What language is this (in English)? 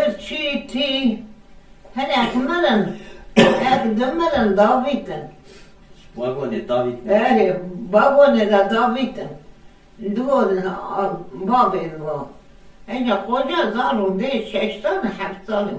Kurdish